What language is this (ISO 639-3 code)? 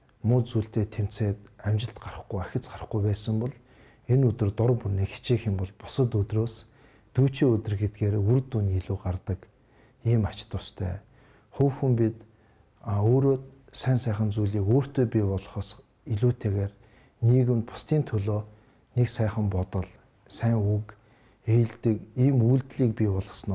mon